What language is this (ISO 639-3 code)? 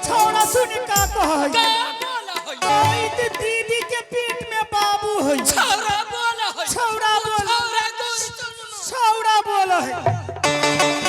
anp